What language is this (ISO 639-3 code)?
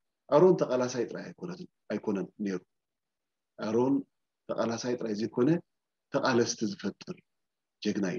tir